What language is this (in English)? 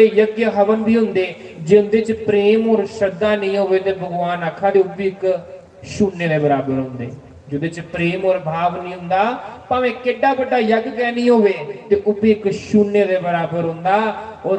Dogri